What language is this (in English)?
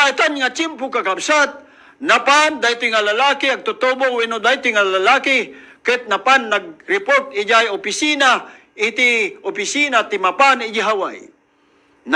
Iloko